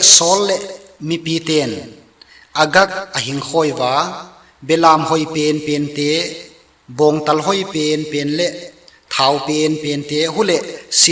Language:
Tedim Chin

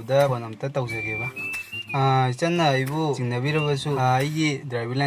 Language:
Manipuri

